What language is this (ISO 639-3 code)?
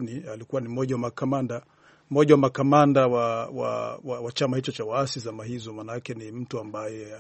swa